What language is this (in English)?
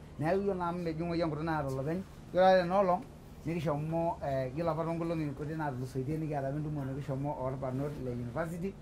Masai